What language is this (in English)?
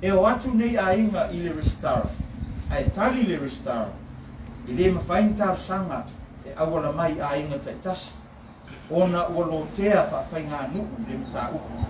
Samoan